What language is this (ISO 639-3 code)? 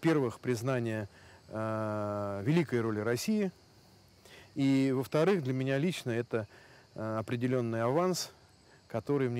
rus